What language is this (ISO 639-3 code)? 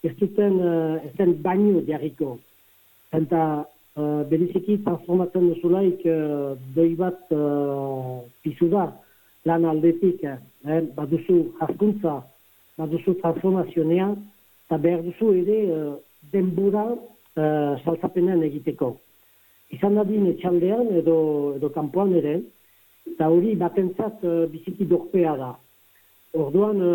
eus